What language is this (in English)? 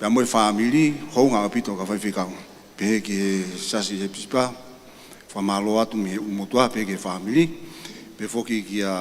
Tongan